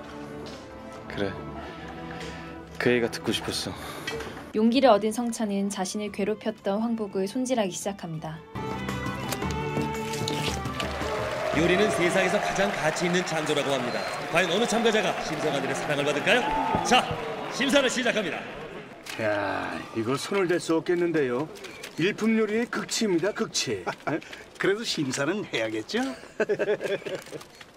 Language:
Korean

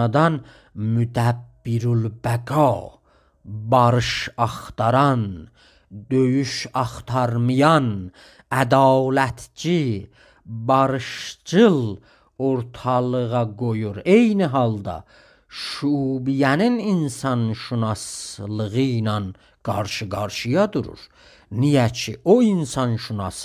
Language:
South Azerbaijani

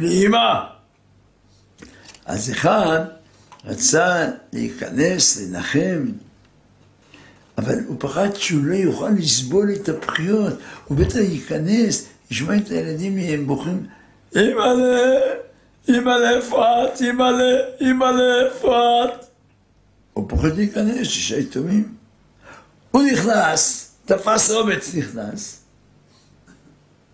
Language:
Hebrew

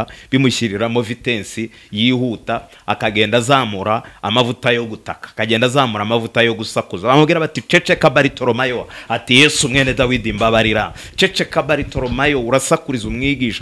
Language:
Kinyarwanda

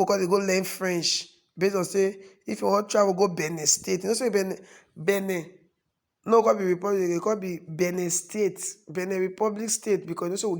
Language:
Nigerian Pidgin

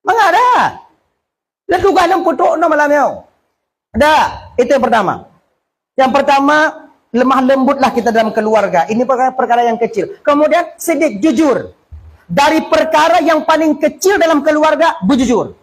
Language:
Achinese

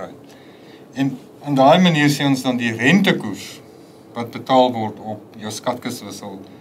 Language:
Afrikaans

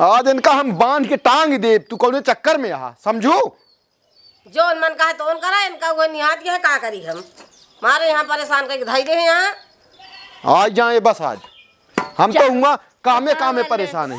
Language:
Awadhi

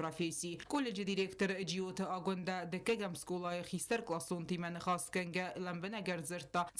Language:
Ossetic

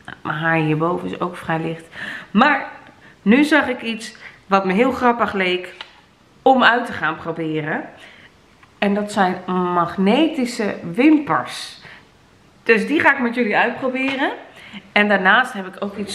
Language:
Dutch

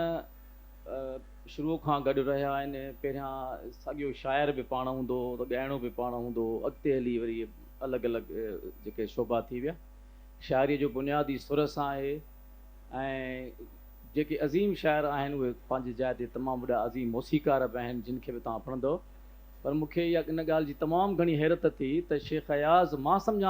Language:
Sindhi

